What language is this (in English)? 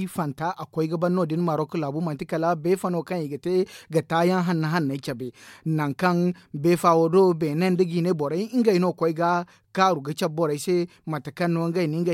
Zarma